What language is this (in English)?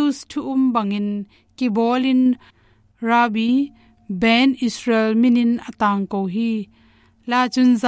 Tedim Chin